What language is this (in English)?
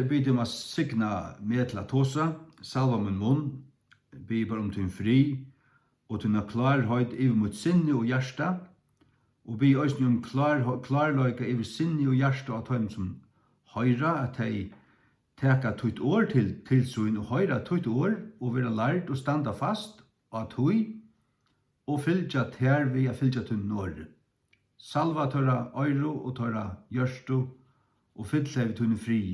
Faroese